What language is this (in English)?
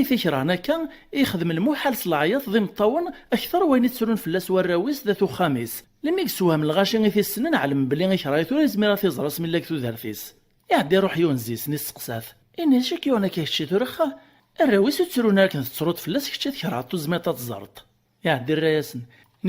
Kabyle